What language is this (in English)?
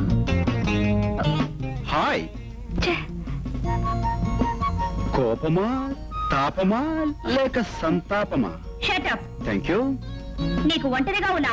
Telugu